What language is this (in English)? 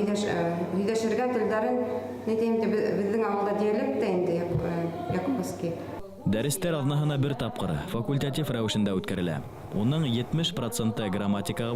Bashkir